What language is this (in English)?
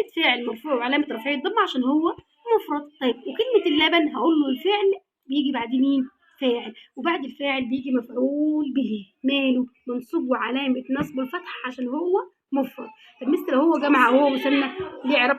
Egyptian Arabic